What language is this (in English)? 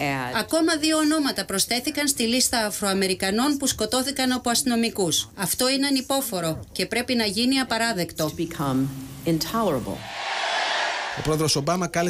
Greek